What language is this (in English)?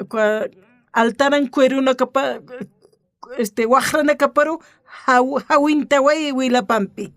Aymara